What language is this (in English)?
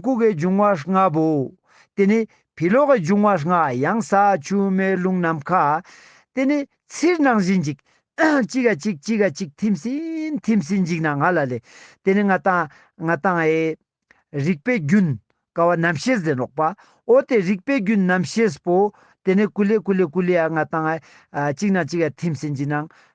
Ladakhi